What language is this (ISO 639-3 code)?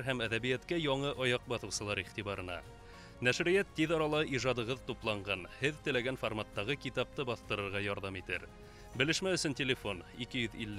bak